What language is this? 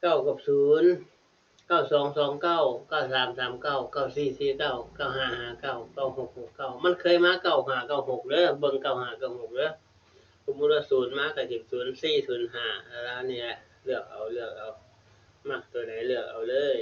Northeastern Thai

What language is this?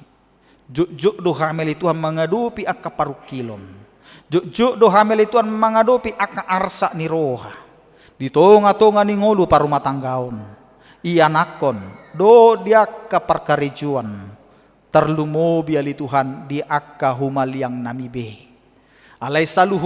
Batak Toba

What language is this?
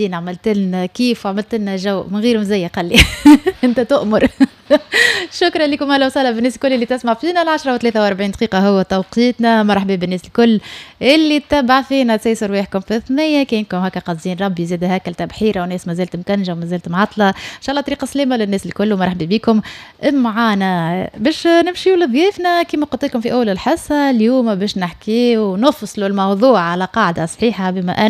Tunisian Arabic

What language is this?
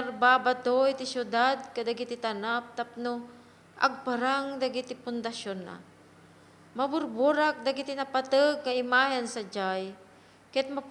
Iloko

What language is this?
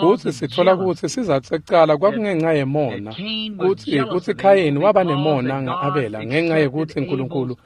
Swati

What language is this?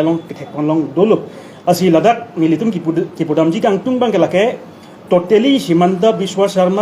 Karbi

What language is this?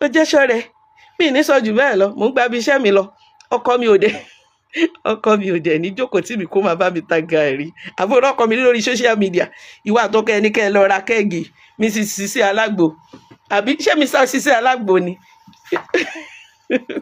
Yoruba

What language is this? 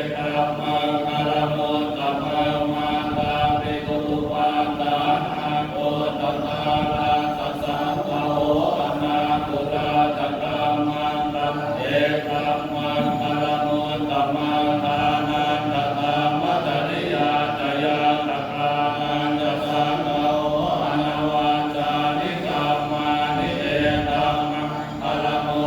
Pali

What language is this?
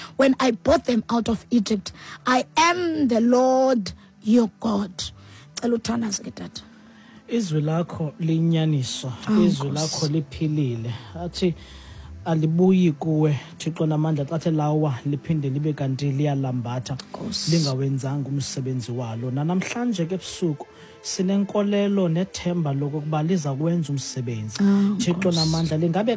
Xhosa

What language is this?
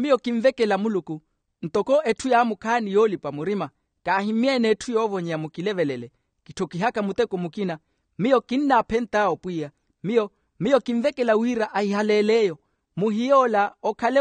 Makhuwa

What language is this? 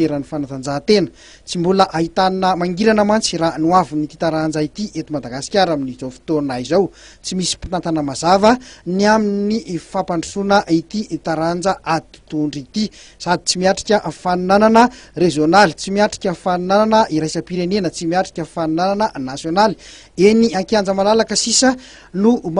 Malagasy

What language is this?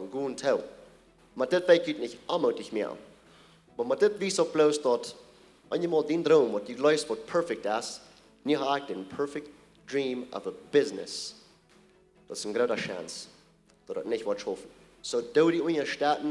Plautdietsch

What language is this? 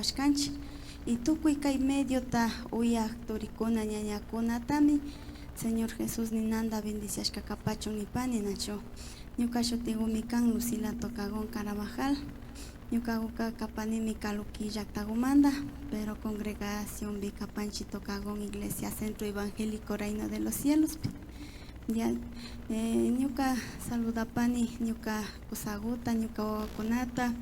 Imbabura Highland Quichua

